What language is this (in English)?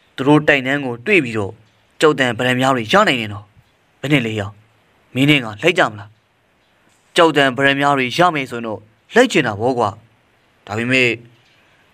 Burmese